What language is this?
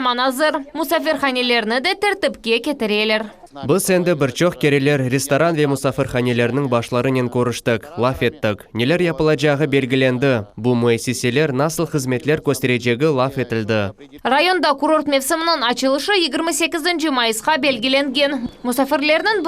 Crimean Tatar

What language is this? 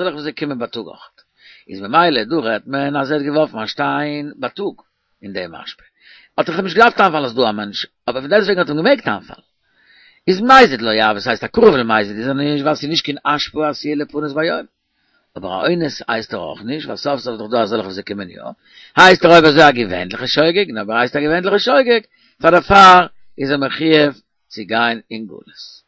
Yiddish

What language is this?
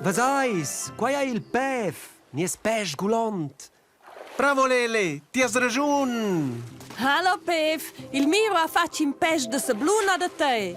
Romansh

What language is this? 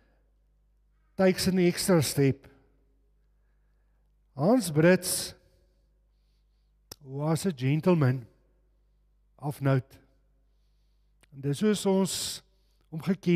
Afrikaans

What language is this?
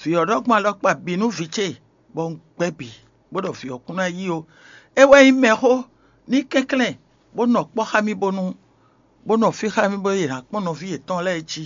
Fon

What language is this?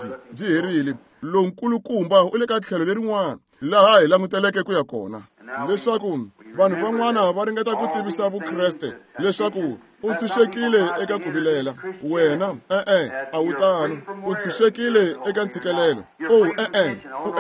Tsonga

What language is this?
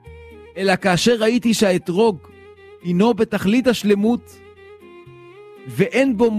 Hebrew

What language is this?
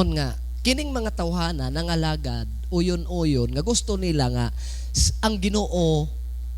Cebuano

